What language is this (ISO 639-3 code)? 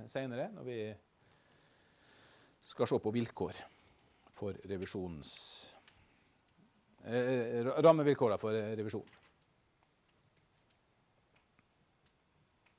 nor